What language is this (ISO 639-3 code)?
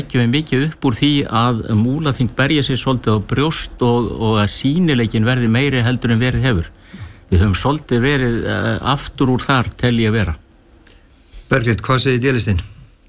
isl